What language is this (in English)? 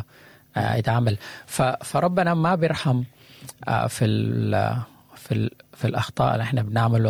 Sudanese Arabic